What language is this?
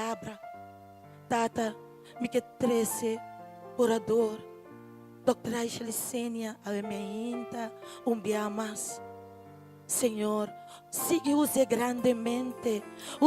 Papiamento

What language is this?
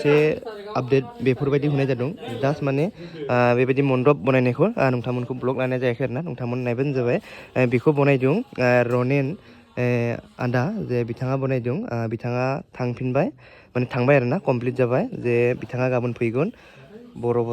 Bodo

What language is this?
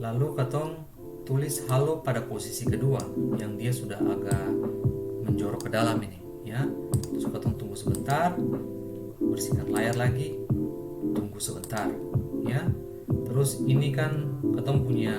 Ambonese Malay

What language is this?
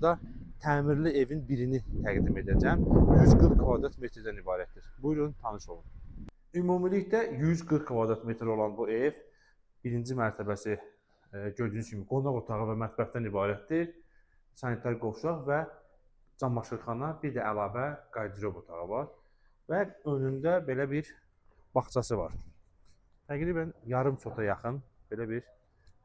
Azerbaijani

